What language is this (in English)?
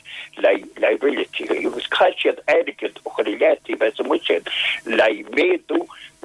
Irish